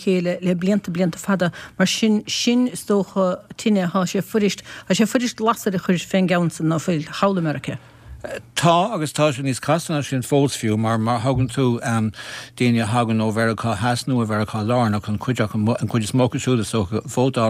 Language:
Irish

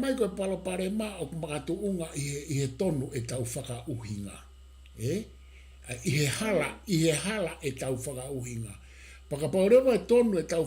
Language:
Tongan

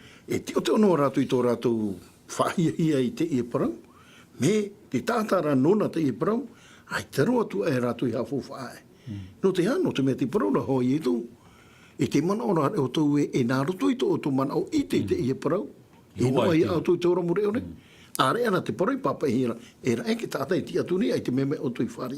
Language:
Tahitian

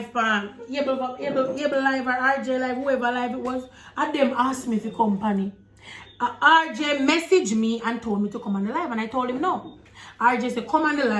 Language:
Jamaican Creole English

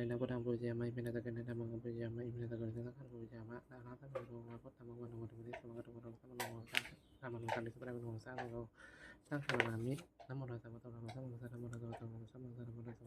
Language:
Pali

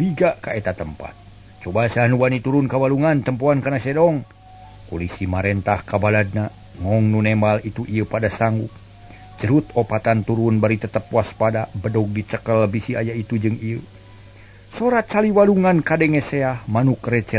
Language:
Sundanese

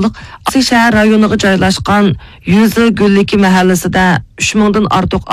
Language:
Uyghur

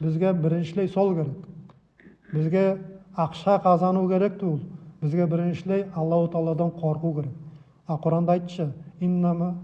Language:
Nogai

